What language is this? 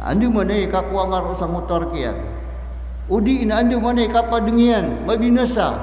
Maranao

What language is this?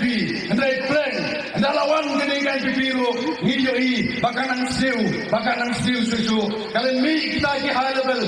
Khasi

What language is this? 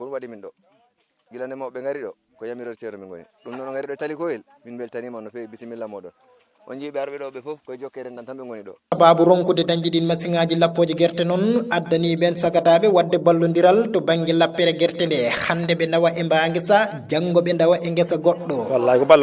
Fula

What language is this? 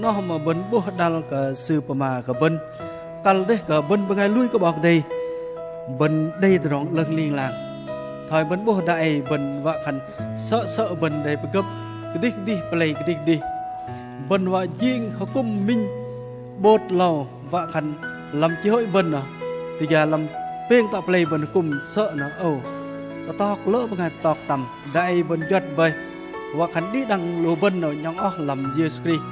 Bahnar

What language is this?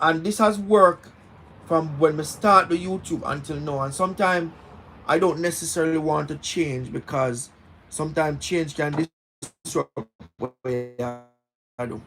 Jamaican Creole English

